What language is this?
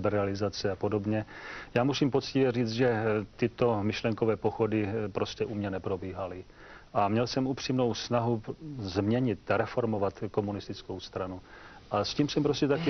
Czech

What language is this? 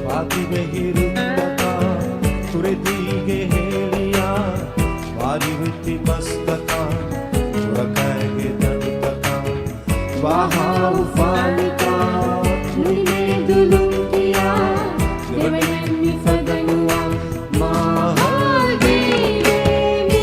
Divehi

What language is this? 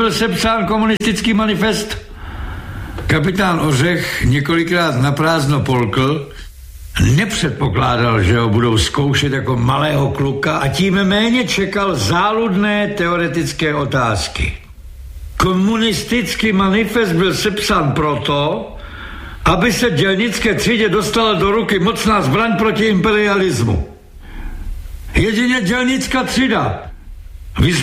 Czech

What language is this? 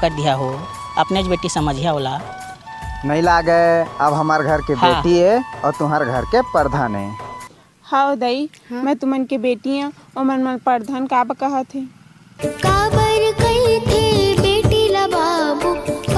Chhattisgarhi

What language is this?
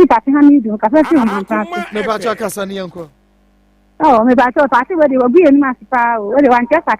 Akan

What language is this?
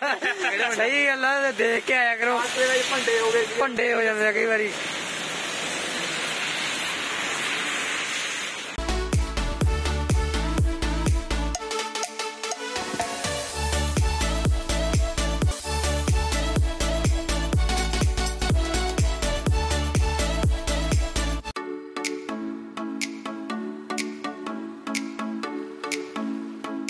Punjabi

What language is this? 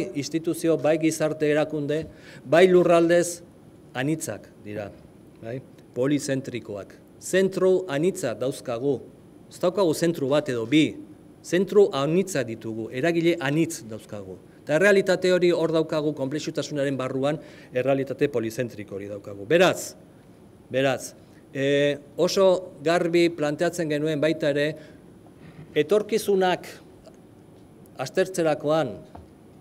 Basque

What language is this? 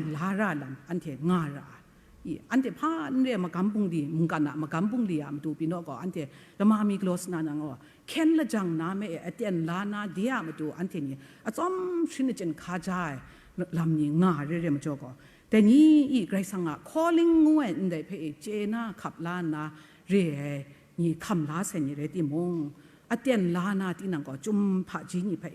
Kachin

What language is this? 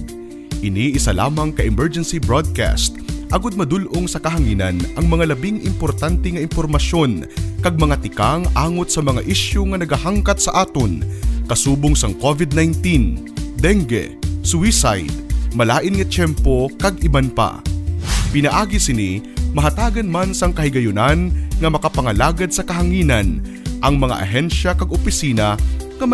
Hiligaynon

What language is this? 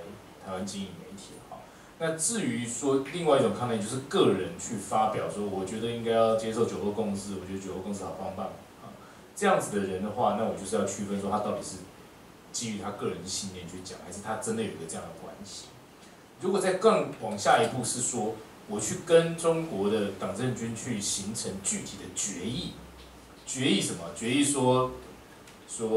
Chinese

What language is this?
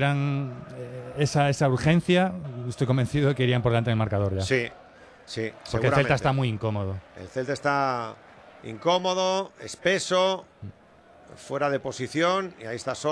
Spanish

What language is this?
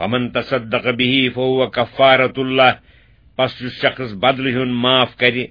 Kashmiri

